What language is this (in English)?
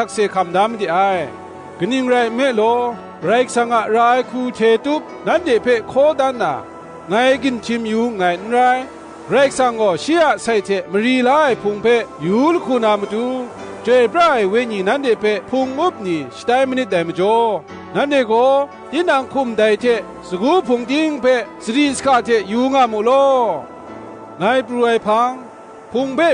Kachin